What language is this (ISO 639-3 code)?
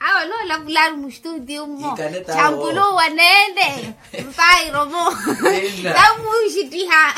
vmw